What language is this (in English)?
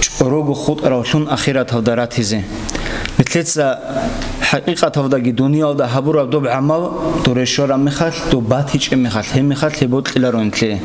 Avaric